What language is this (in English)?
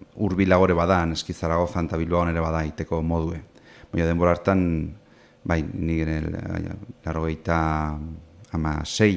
Basque